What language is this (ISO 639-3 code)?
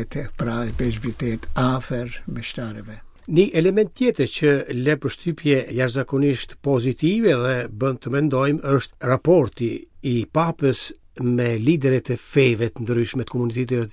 sqi